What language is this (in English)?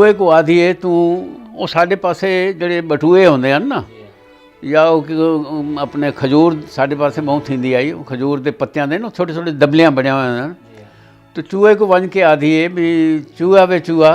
Saraiki